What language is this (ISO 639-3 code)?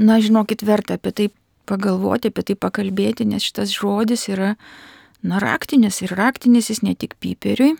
lit